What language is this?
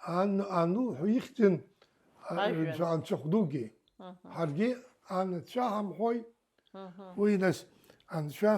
Abkhazian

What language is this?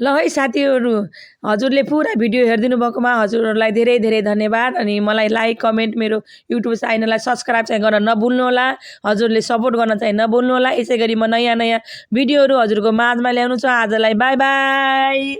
Nepali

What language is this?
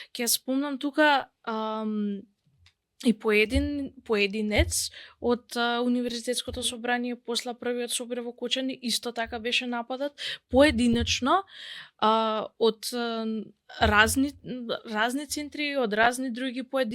Macedonian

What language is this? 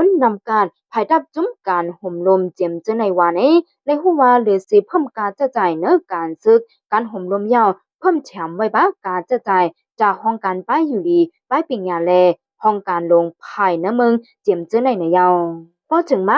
Shan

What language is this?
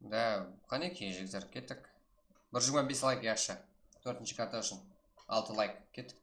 Kara-Kalpak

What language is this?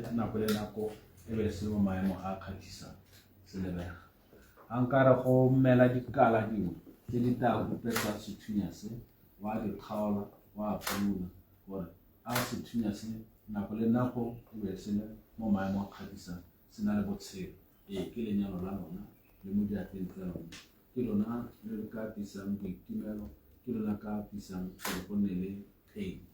Tswana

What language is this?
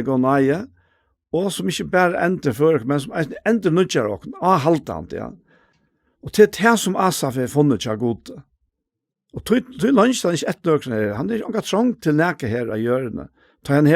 Faroese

